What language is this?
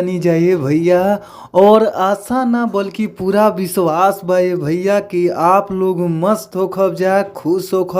Bhojpuri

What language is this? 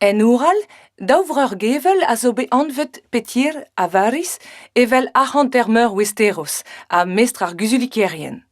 Breton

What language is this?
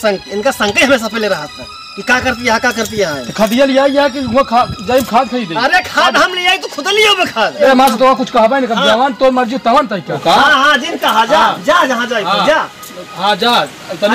Awadhi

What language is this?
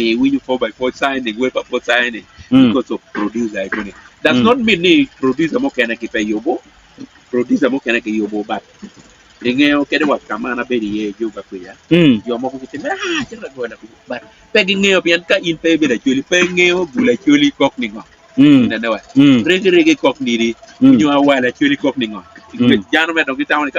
Acoli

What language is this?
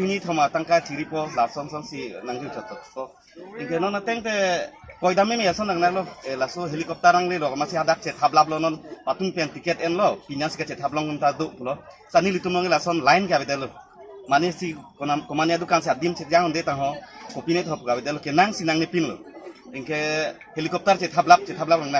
Karbi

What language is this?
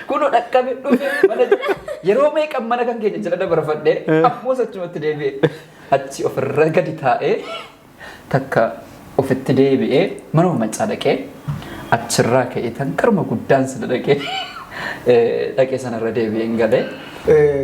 Oromo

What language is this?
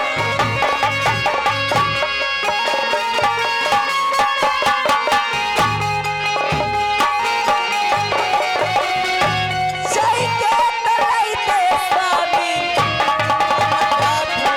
Bhojpuri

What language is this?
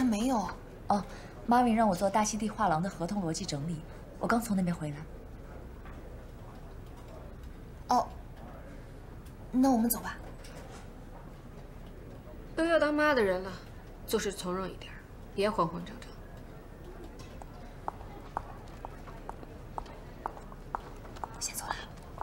Chinese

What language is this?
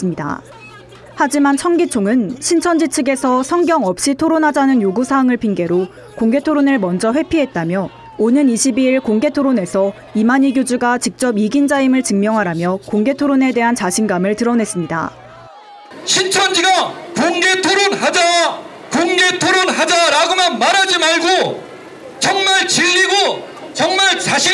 Korean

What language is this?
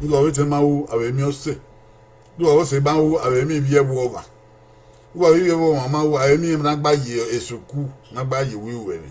Bini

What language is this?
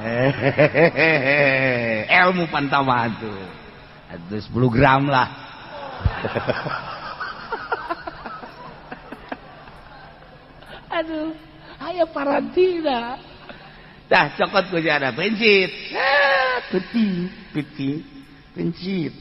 Sundanese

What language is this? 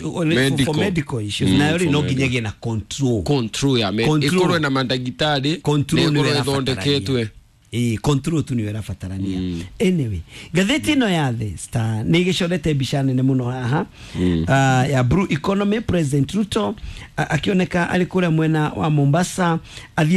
Kikuyu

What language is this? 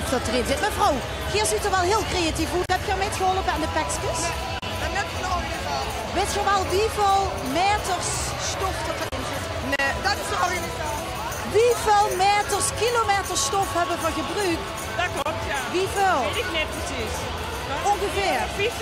Limburgish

